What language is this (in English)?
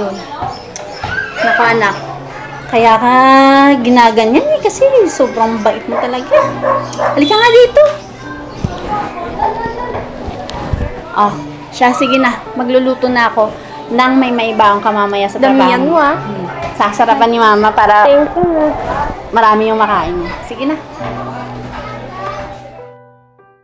Filipino